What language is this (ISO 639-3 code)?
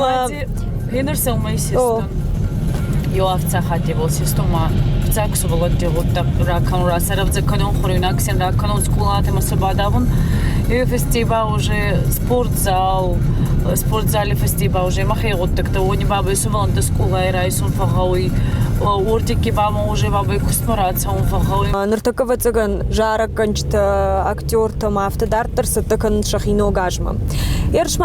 oss